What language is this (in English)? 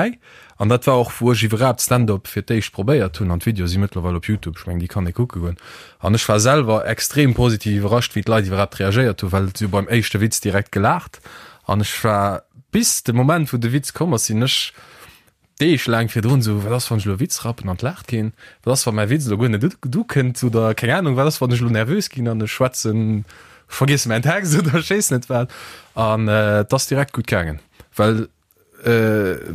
Luxembourgish